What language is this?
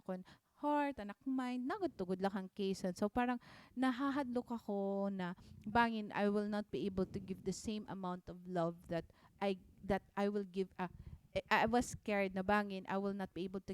Waray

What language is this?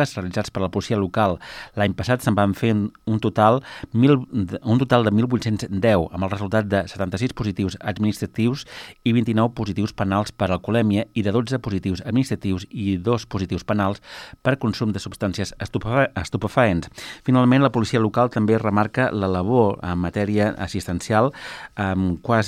Catalan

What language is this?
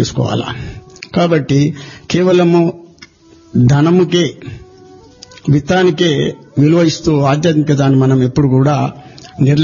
Telugu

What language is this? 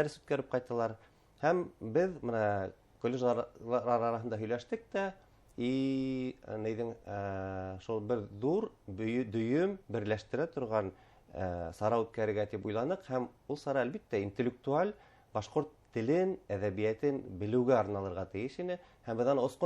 Bashkir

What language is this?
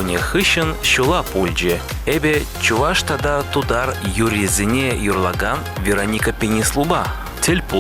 Chuvash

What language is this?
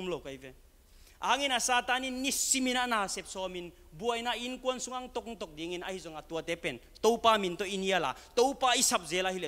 Tedim Chin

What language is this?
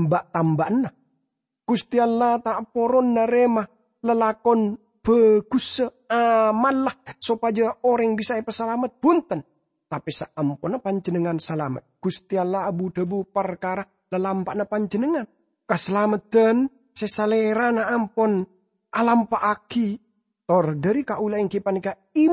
Madurese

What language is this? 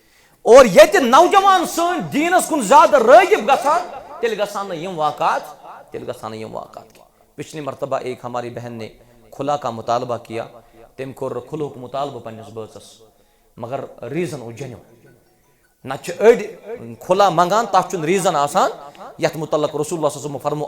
Kashmiri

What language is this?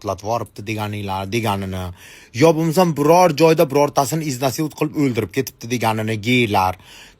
Uzbek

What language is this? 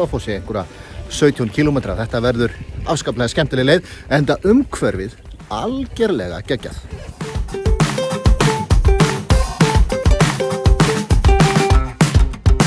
Icelandic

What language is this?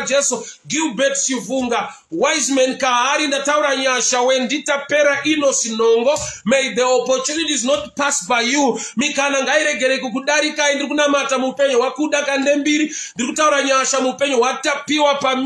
Shona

